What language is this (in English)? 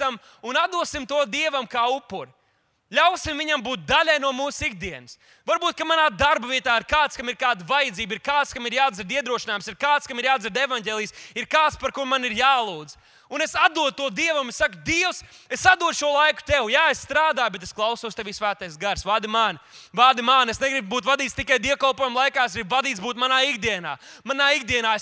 Latvian